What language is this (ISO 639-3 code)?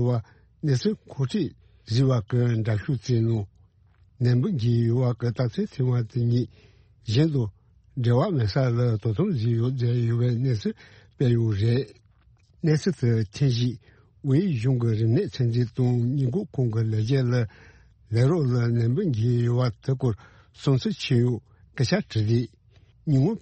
bod